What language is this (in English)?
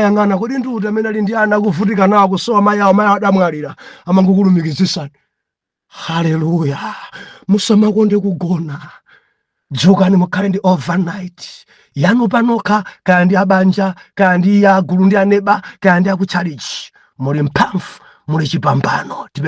Nyanja